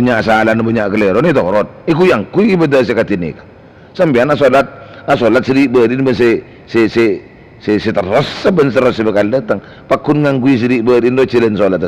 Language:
Madurese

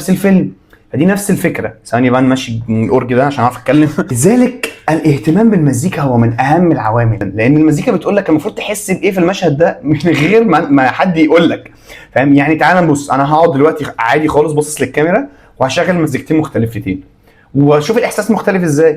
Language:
Egyptian Arabic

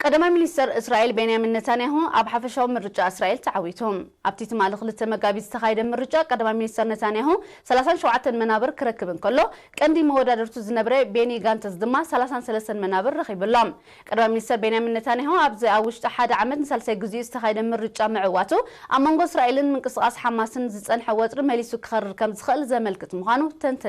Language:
Tigrinya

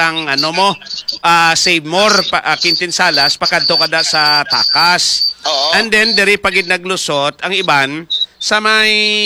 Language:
Hiligaynon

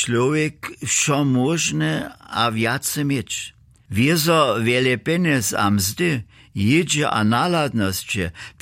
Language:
Upper Sorbian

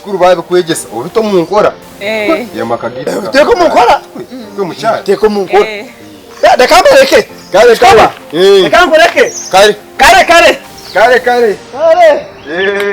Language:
Nyankole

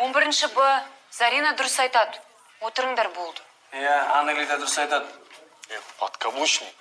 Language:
Kazakh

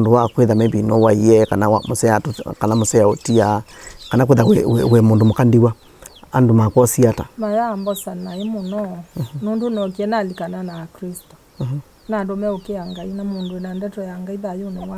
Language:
Kamba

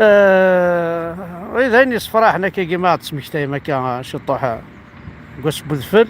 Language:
Kabyle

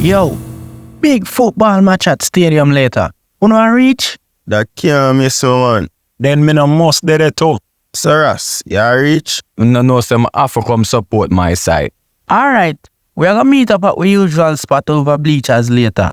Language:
Jamaican Creole English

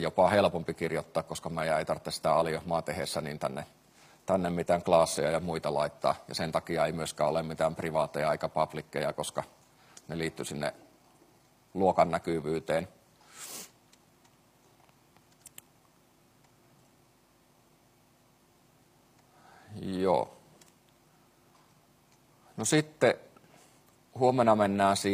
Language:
Finnish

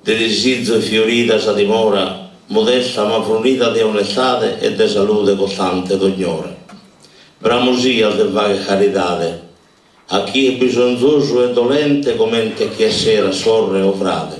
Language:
Sardinian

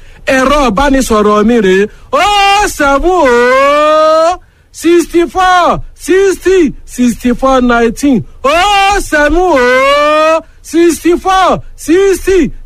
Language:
Yoruba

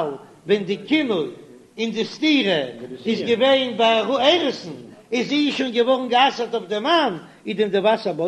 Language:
Yiddish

